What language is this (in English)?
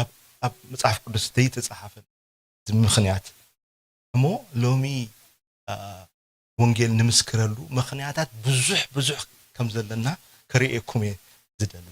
Tigrinya